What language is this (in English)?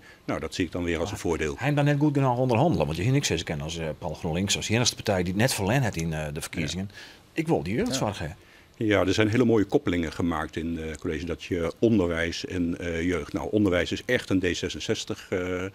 Western Frisian